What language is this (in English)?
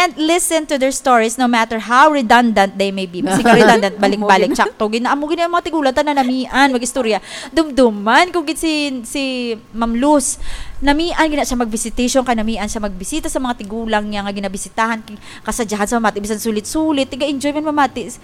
Hiligaynon